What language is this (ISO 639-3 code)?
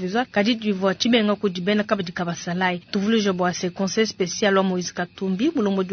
lua